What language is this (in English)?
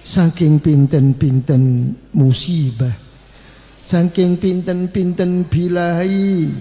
Javanese